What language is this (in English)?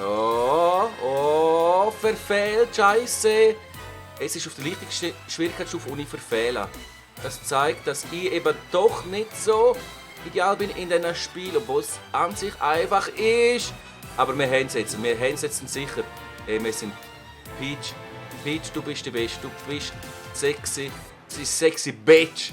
Swiss German